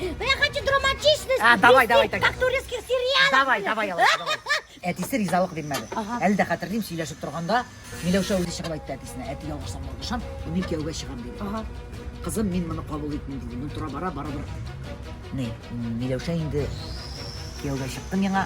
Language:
Bashkir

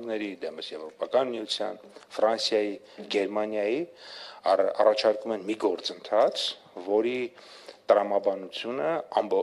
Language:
Armenian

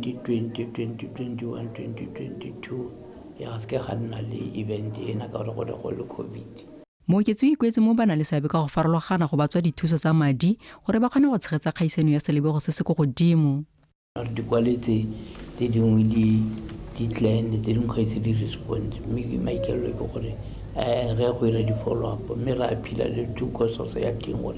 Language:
Tswana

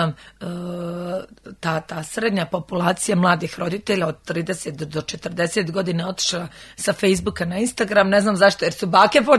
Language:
Croatian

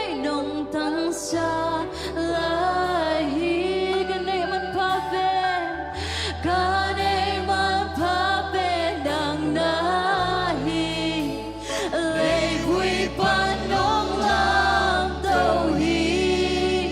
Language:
Tedim Chin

